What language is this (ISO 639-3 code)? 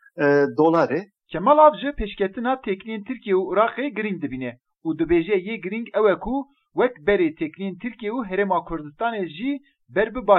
kur